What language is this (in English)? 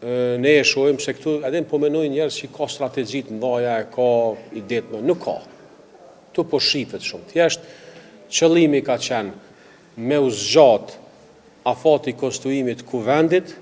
Albanian